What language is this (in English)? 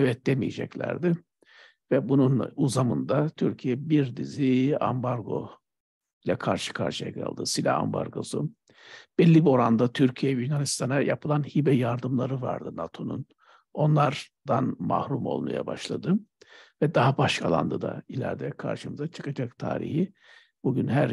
Turkish